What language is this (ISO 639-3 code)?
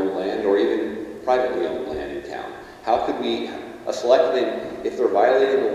eng